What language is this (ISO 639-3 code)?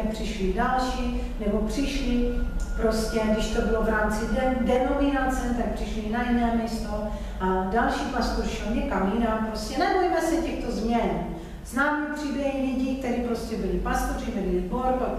ces